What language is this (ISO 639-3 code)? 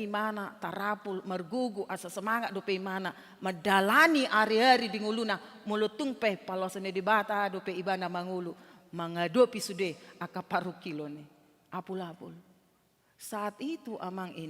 bbc